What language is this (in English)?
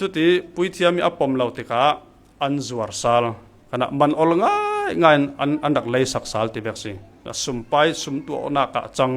Falam Chin